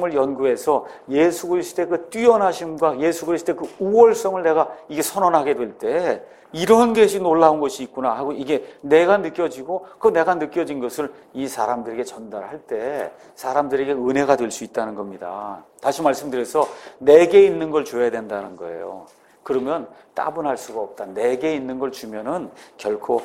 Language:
Korean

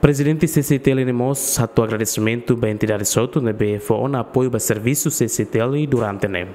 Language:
Tetum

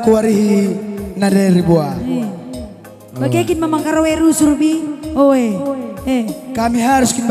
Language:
Batak Karo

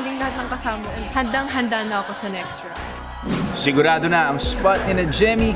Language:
Filipino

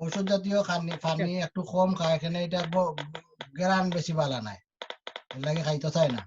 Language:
Sylheti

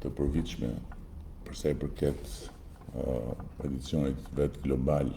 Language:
Albanian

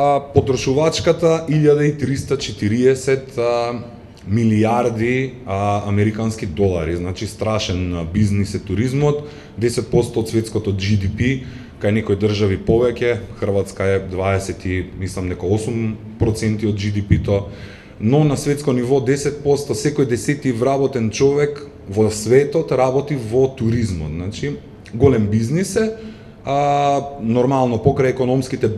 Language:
Macedonian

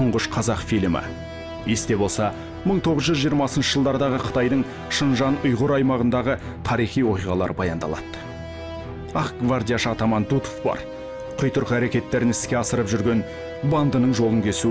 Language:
Kazakh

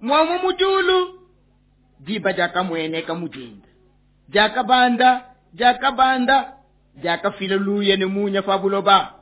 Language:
Luba-Lulua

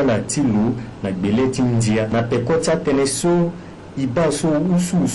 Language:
Sango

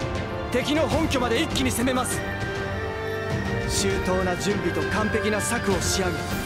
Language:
Japanese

